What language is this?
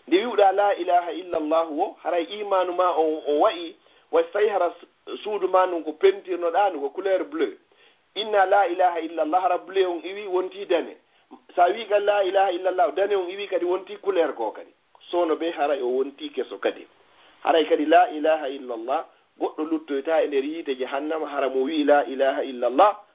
Fula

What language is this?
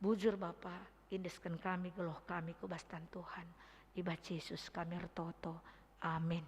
Batak Karo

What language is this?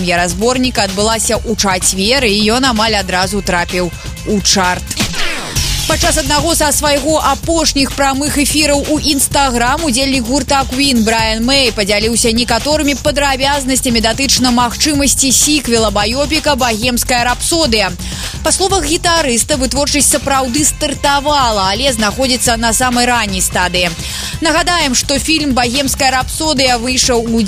Belarusian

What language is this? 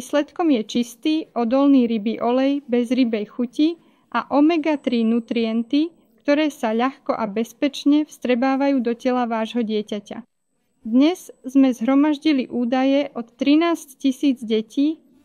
Slovak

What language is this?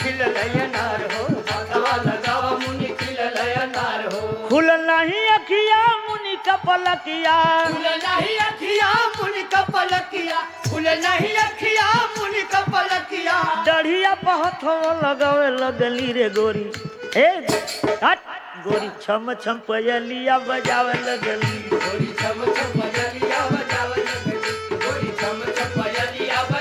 Bhojpuri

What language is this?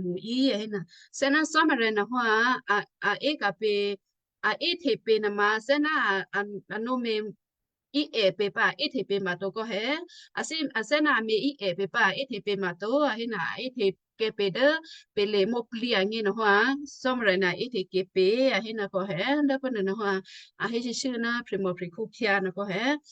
Western Kayah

